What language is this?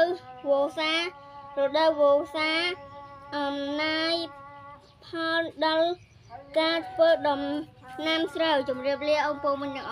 Khmer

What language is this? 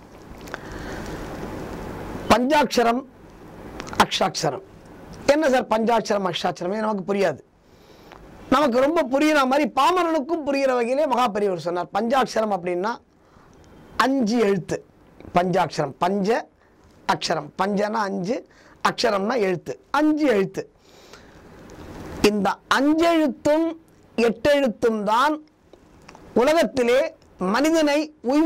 Tamil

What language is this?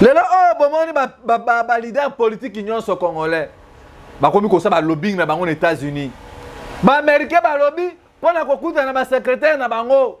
Lingala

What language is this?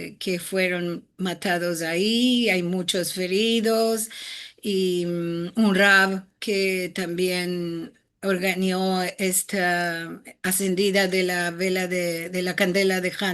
Ladino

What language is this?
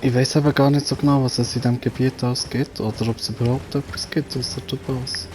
Swiss German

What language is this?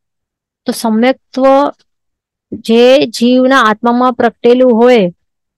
Gujarati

